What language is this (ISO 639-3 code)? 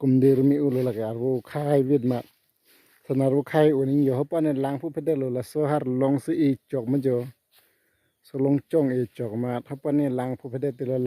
mjw